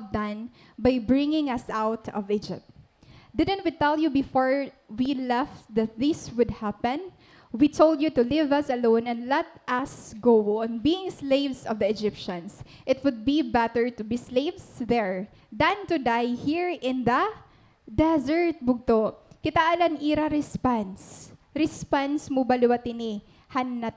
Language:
Waray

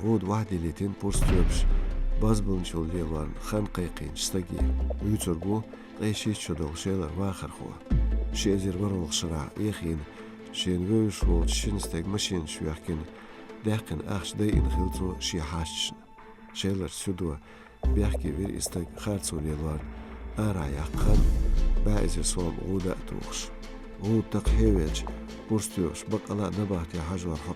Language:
Chechen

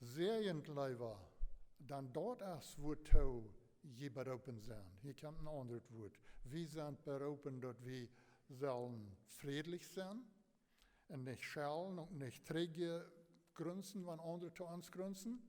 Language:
Plautdietsch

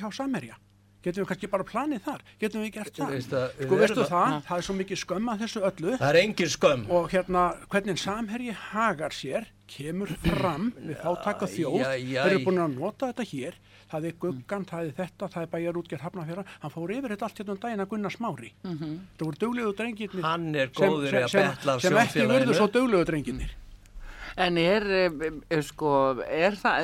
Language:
Icelandic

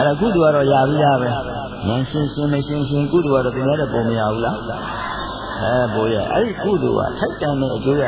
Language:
Burmese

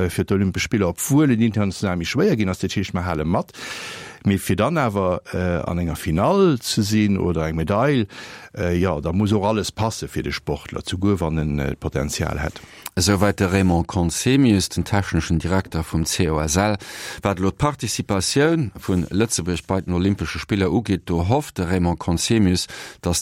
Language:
Luxembourgish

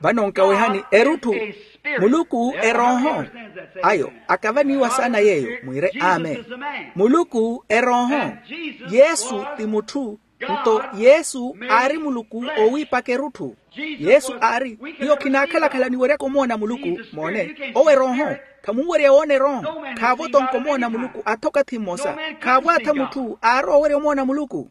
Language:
Makhuwa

